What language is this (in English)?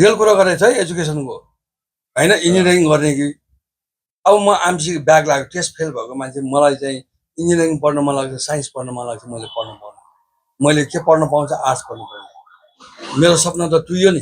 Nepali